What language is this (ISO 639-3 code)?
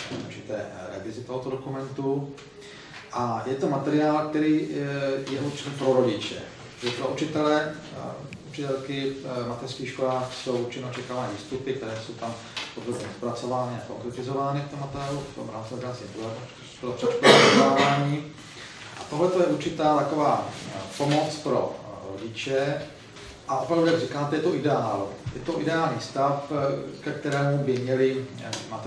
ces